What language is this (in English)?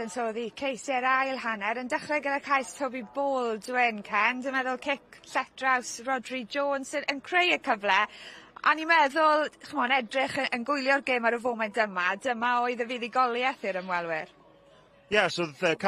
Welsh